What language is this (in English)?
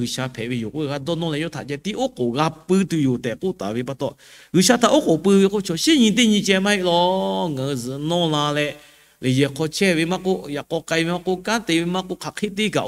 Lahu